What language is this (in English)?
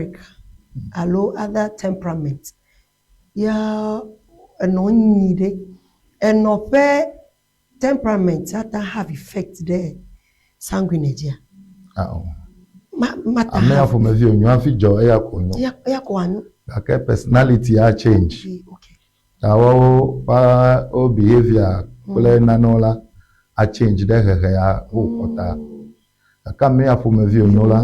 Ewe